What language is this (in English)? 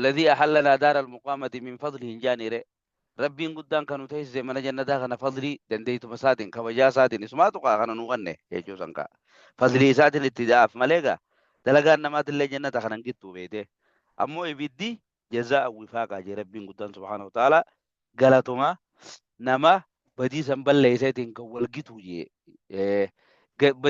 Oromo